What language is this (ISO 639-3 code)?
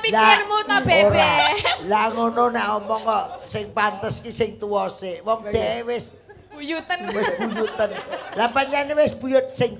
jav